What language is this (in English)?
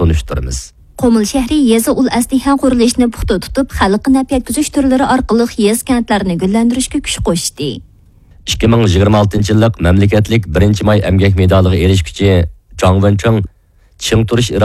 Uyghur